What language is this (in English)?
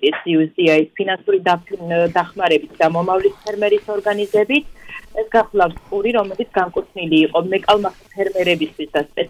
Georgian